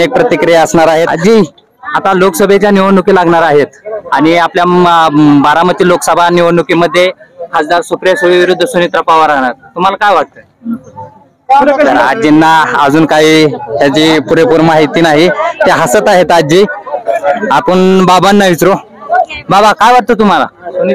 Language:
Marathi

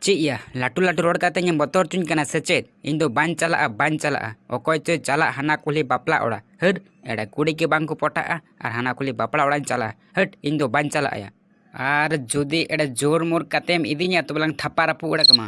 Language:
Santali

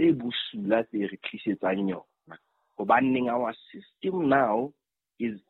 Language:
Southern Sotho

